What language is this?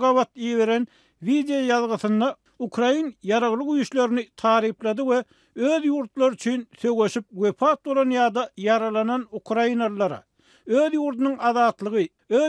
Turkmen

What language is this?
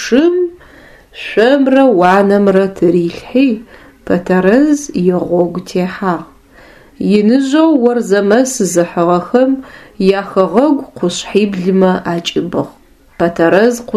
Adyghe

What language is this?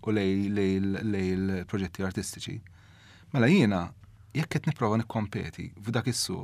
Maltese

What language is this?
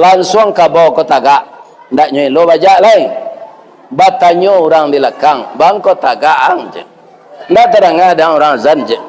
Minangkabau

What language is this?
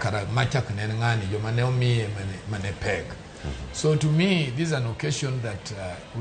Luo (Kenya and Tanzania)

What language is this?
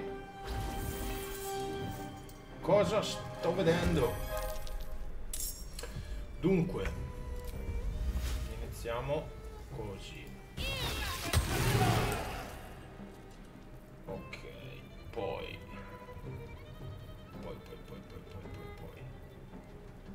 Italian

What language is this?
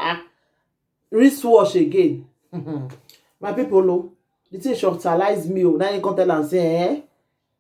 Nigerian Pidgin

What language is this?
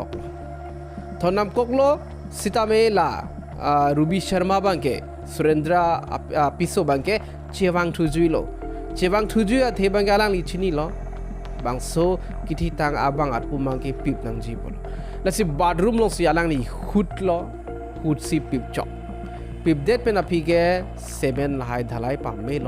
Karbi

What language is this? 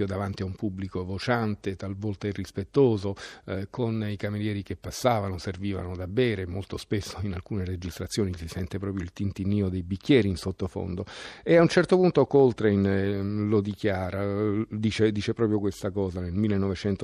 Italian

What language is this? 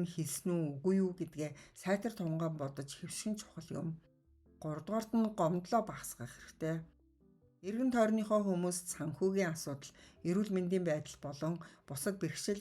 Mongolian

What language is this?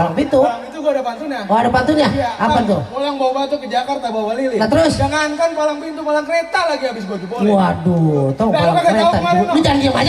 Betawi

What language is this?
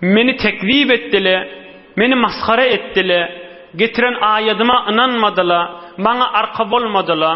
Turkmen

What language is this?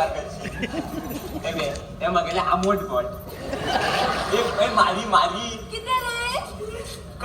Konkani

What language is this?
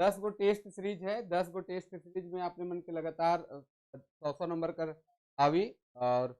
Sadri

